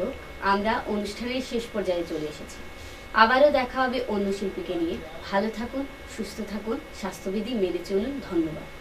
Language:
Bangla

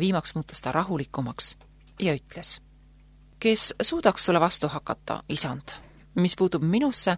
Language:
Estonian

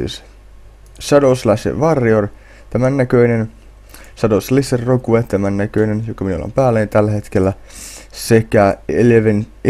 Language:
Finnish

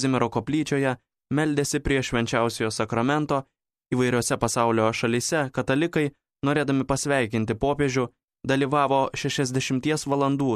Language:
Lithuanian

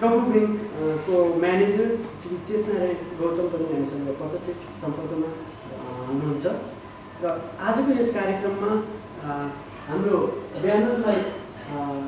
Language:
Nepali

